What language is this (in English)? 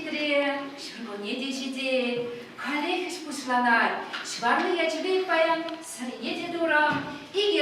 Chuvash